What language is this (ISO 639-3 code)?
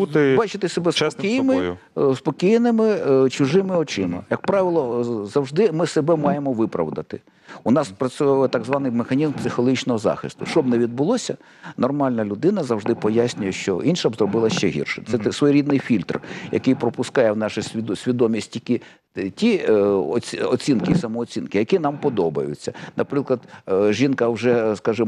ukr